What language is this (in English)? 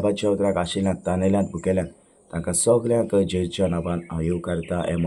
Konkani